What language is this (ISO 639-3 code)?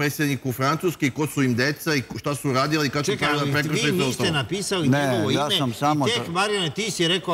srp